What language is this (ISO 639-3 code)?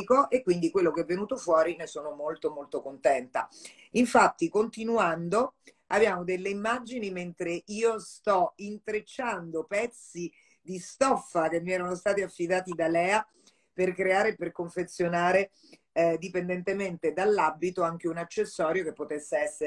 ita